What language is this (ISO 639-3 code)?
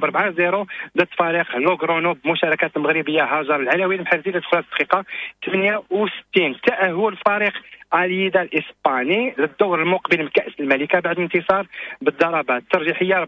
ary